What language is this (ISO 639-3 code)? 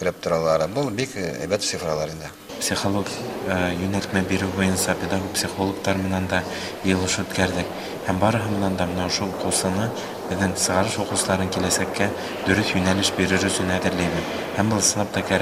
bak